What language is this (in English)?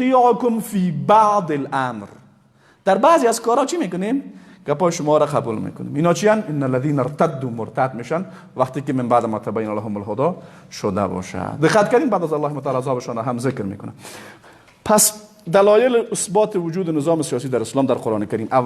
Persian